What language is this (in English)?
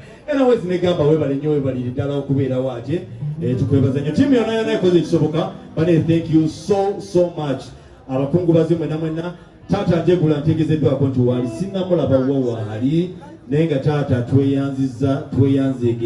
Ganda